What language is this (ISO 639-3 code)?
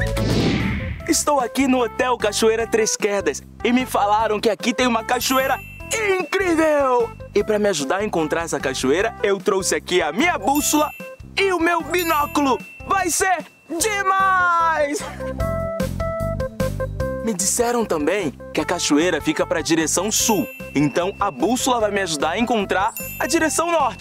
por